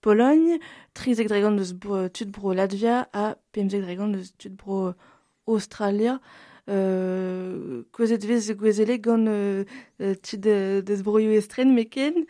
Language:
Breton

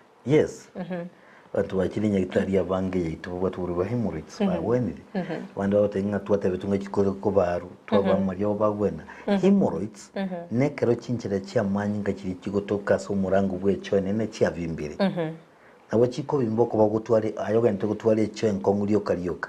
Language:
Gusii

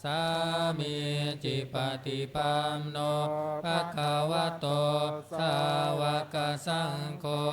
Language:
Pali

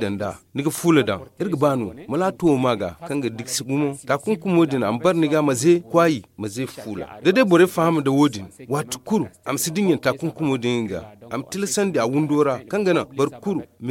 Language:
Zarma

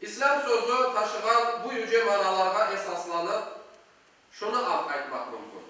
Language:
Crimean Tatar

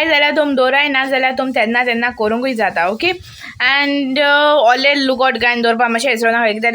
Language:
Konkani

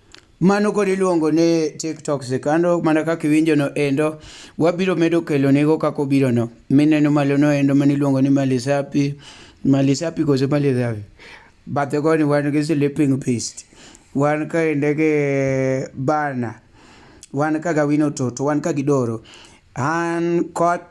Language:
Luo (Kenya and Tanzania)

